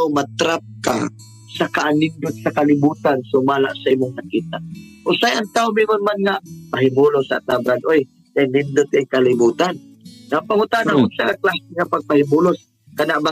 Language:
Cebuano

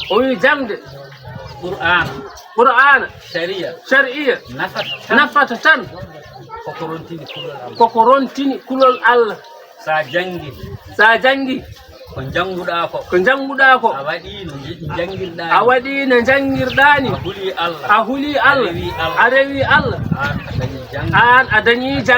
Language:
Fula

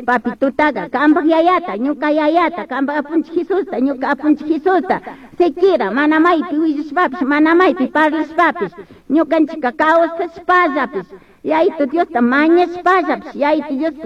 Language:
Chimborazo Highland Quichua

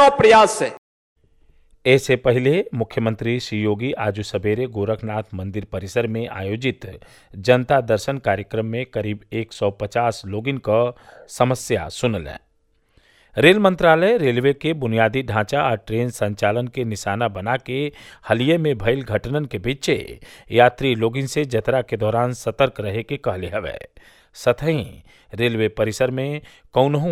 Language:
Bhojpuri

